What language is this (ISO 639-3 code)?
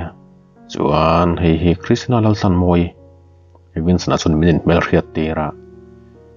lus